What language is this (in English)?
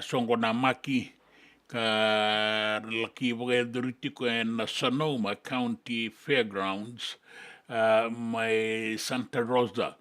Fijian